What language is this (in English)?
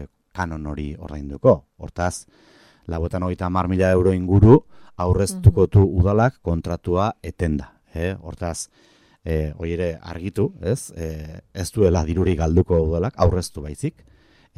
Basque